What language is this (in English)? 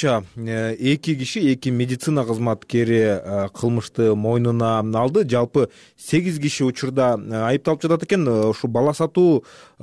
Kyrgyz